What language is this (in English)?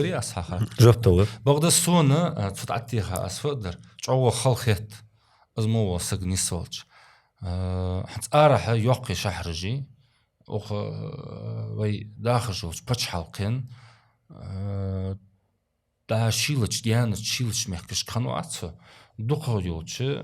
Ingush